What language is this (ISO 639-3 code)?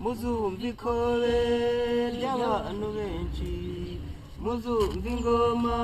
kin